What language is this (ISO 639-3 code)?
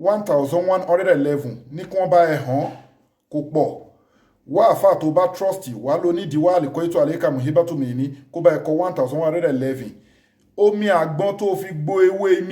yor